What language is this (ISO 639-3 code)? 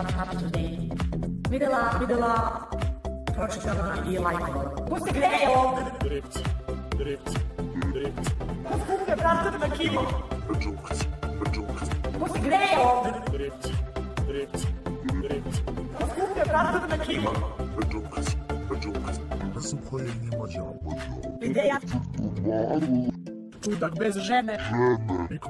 srp